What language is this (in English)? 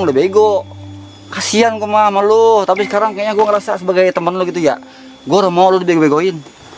Betawi